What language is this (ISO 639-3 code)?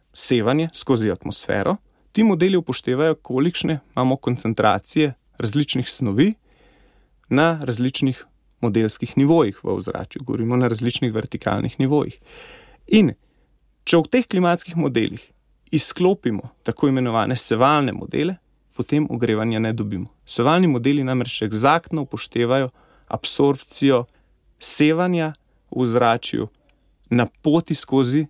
slv